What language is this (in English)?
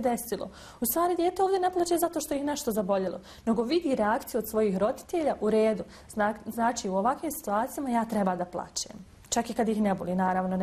Bosnian